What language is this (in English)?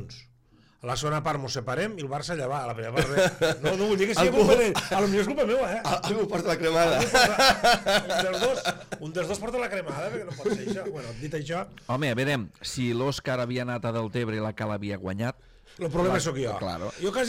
Catalan